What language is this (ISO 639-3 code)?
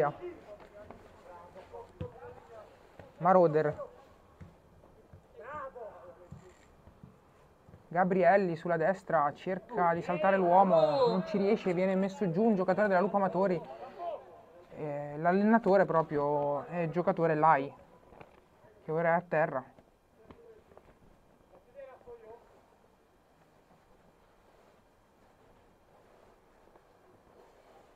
ita